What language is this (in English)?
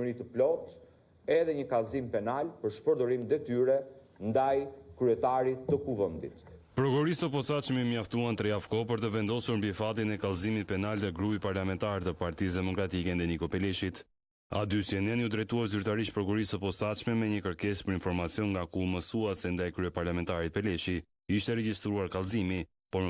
Albanian